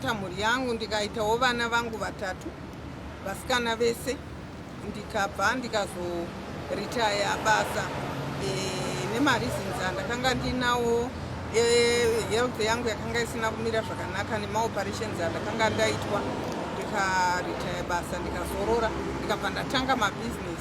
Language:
Shona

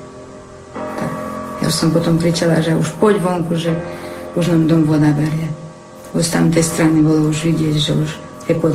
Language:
Slovak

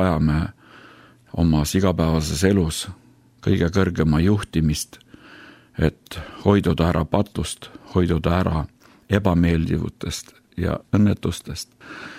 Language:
Estonian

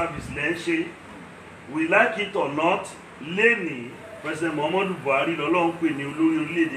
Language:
Yoruba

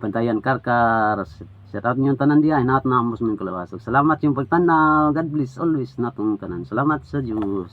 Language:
Cebuano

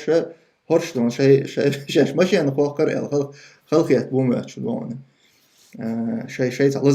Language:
Chechen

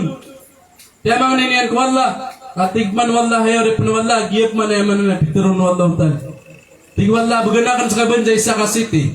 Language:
Maranao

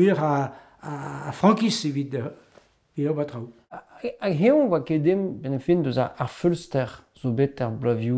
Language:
Breton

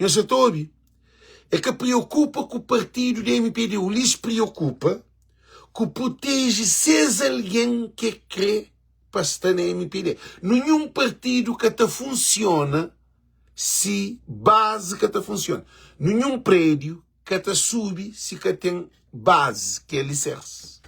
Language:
Kabuverdianu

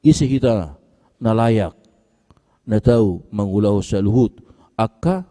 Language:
Batak Toba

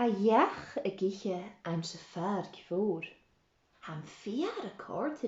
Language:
Scottish Gaelic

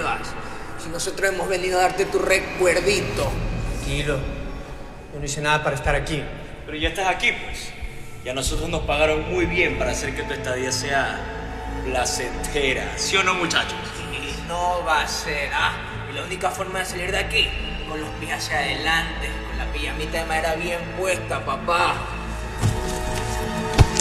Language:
Spanish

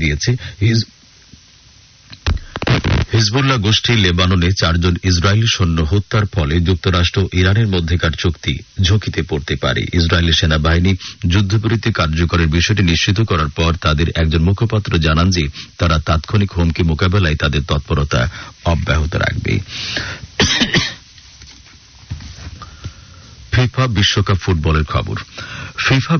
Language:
Bangla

